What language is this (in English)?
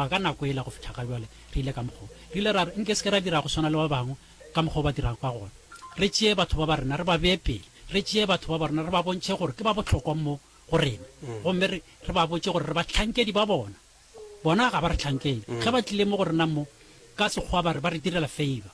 Northern Sotho